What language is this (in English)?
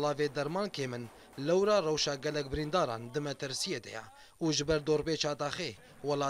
Kurdish